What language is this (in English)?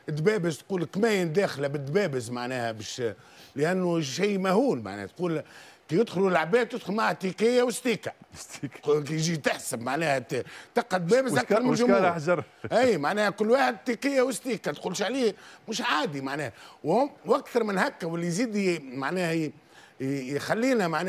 Tunisian Arabic